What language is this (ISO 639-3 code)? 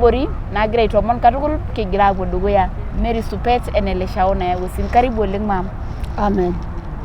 mas